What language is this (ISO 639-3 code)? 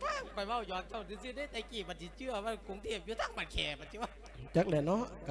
lao